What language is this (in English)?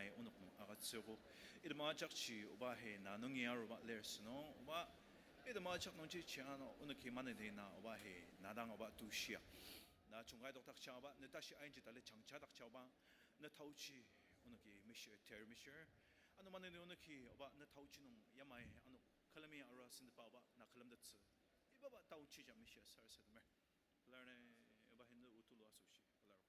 Ao Naga